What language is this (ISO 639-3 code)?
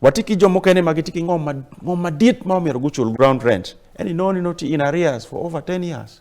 ach